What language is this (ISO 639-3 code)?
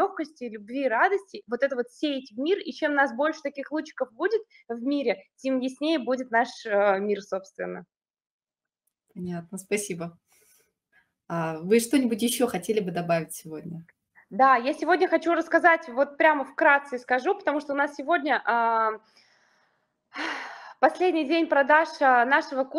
rus